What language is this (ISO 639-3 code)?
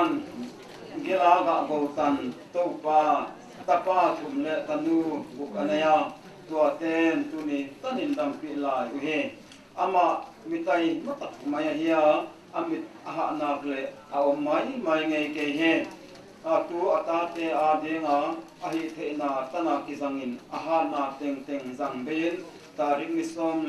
pck